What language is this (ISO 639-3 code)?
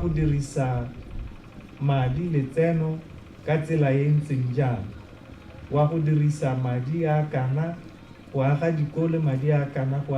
tsn